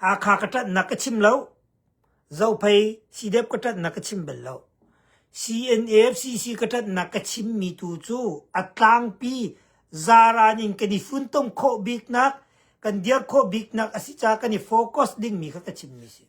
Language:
Hakha Chin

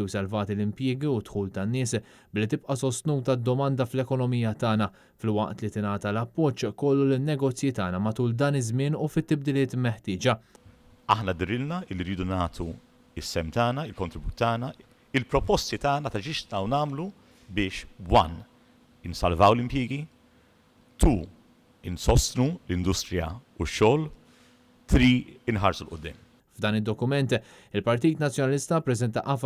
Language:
Maltese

